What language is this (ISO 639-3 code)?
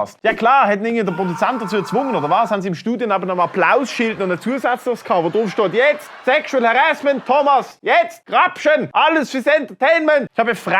gsw